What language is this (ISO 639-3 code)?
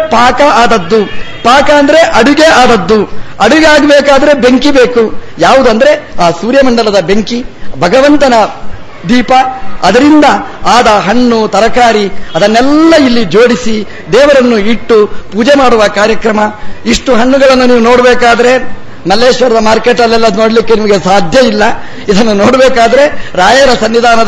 kan